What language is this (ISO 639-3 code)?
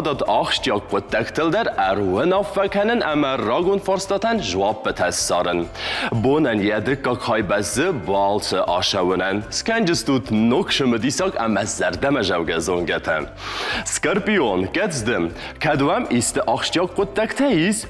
oss